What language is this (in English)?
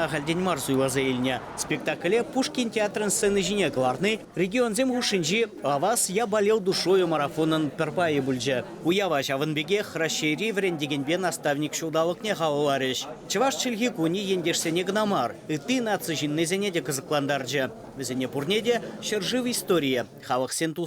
Chuvash